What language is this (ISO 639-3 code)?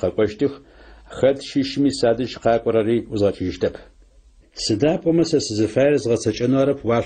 ady